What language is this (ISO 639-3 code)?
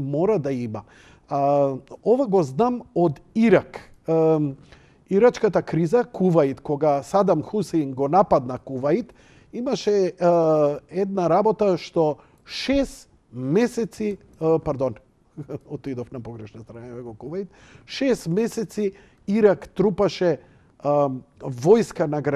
mkd